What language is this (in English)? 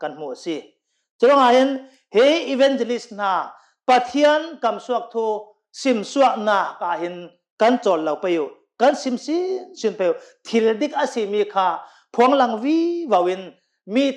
Hakha Chin